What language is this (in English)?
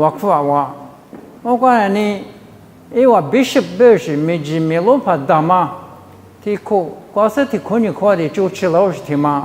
Lisu